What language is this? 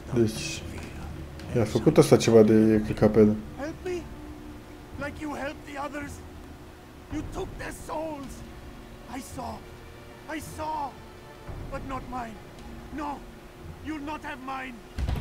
Romanian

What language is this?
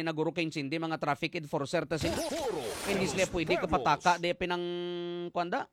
Hiligaynon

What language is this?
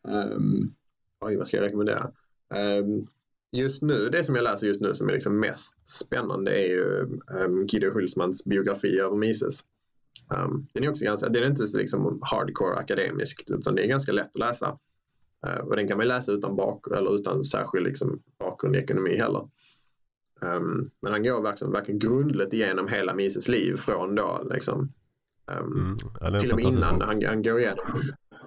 Swedish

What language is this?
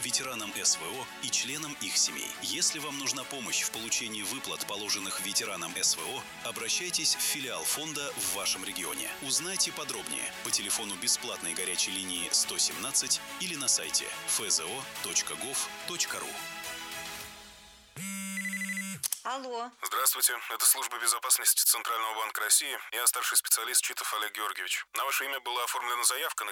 Russian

